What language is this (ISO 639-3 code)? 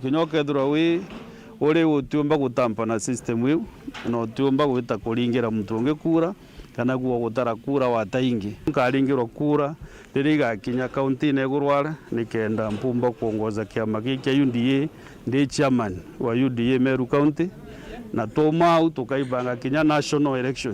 mer